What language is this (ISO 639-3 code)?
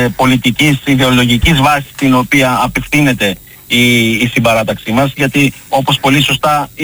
ell